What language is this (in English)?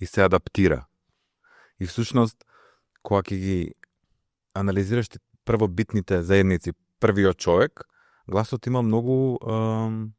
Macedonian